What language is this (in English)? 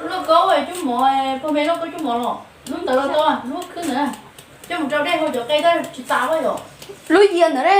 Hmong